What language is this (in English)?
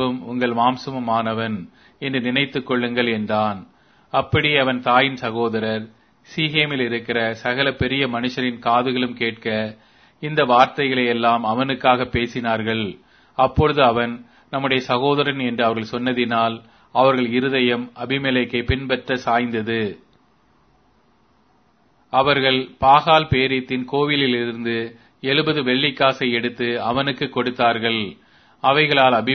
Tamil